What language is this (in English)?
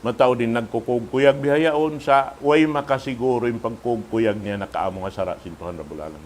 Tausug